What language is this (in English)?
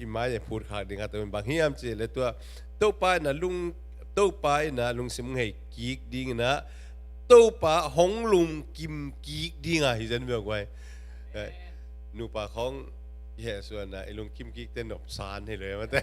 Tedim Chin